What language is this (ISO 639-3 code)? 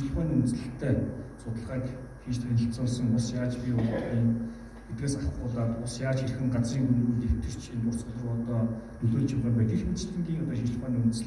mon